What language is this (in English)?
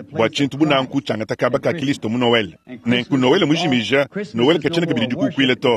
Luba-Lulua